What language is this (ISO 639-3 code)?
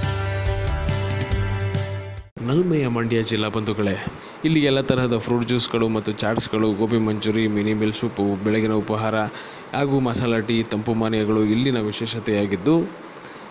kan